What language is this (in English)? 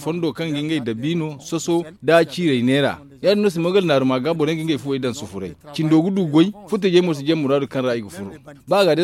Zarma